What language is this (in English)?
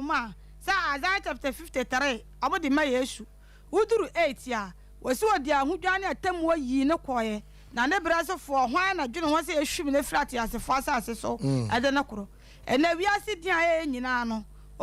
Akan